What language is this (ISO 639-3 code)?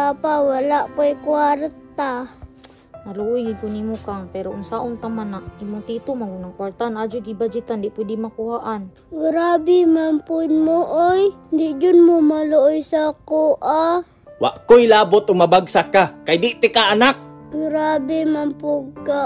ceb